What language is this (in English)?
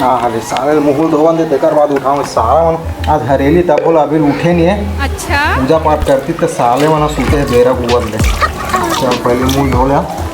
Chhattisgarhi